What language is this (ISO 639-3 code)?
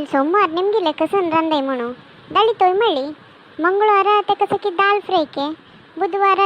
kok